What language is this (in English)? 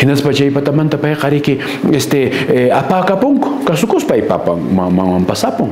Quechua